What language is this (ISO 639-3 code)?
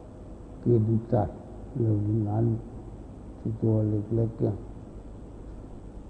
tha